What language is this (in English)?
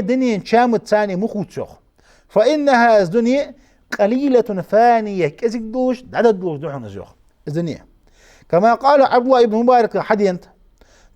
Ingush